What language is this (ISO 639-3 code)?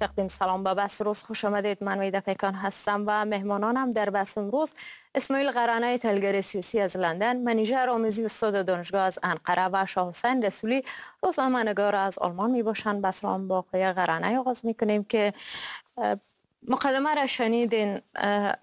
fas